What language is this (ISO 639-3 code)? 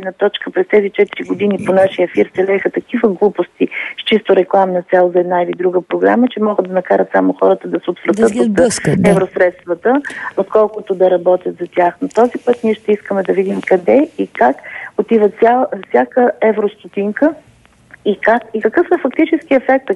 bul